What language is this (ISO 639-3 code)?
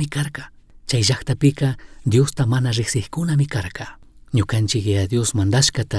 qug